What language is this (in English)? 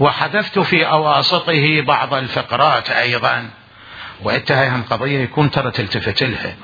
Mesopotamian Arabic